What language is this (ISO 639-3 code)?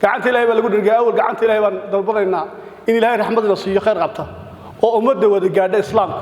som